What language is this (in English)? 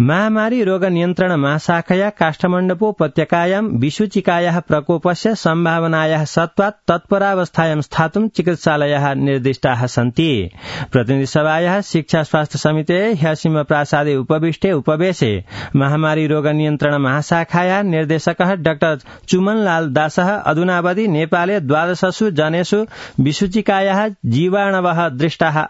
Sanskrit